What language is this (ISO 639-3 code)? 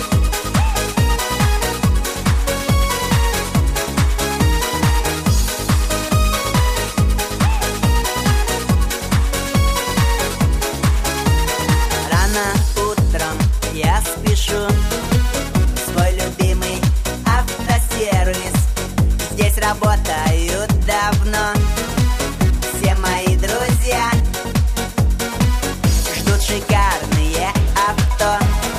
rus